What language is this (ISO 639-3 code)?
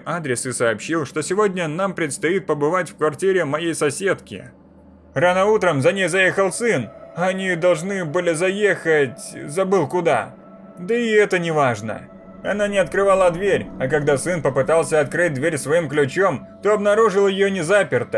rus